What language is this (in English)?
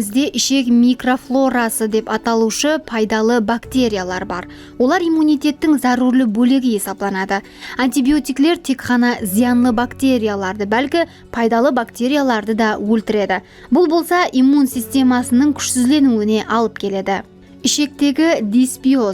Kara-Kalpak